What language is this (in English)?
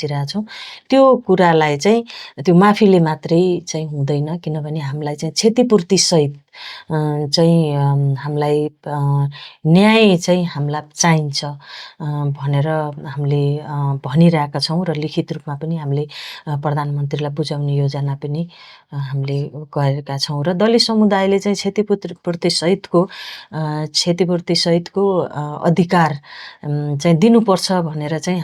Nepali